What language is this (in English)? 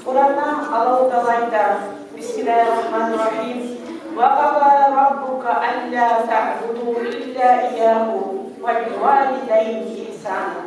Kumyk